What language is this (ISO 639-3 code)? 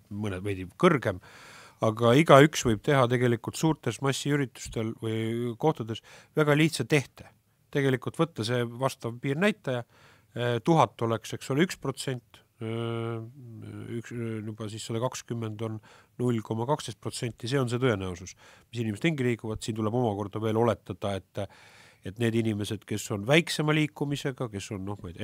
est